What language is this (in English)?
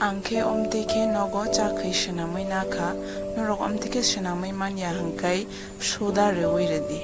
Kok Borok